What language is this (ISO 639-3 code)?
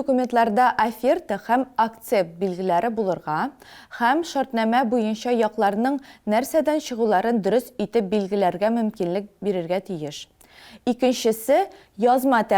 tat